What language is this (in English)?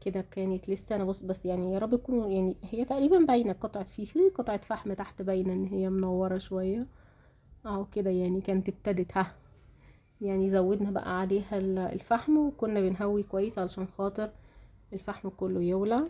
Egyptian Arabic